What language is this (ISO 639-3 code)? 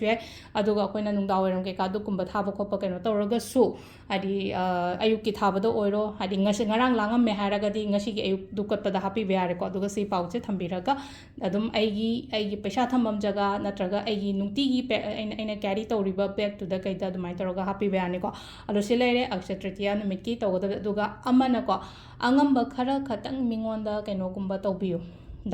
mni